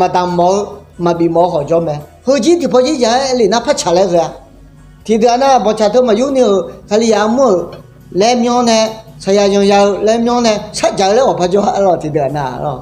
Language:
Akha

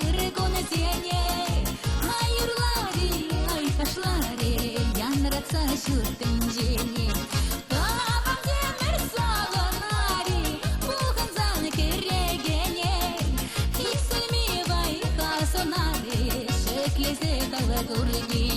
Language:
Chuvash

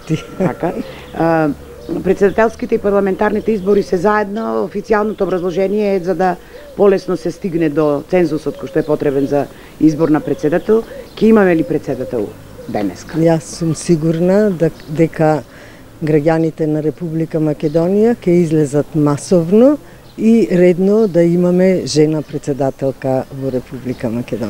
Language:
Macedonian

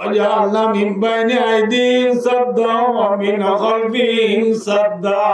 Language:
Rohingya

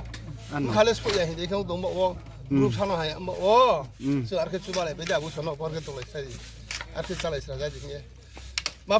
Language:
Riang (India)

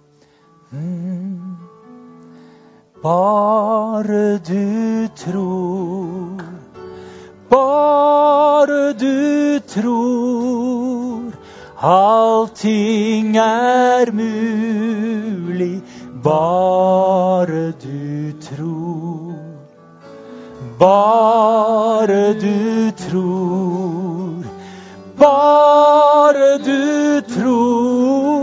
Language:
Norwegian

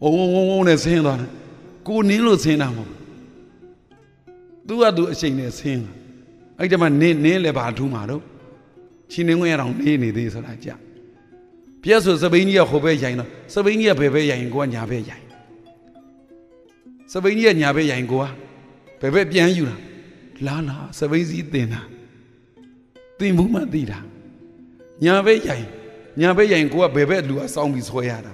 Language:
Burmese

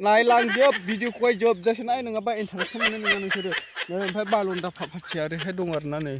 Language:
Bodo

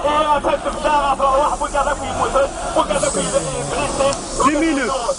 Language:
Kabyle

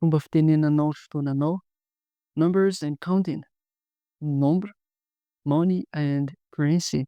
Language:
Malagasy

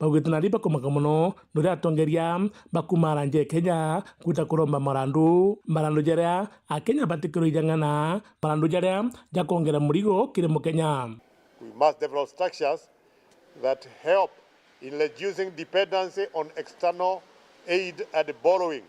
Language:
Meru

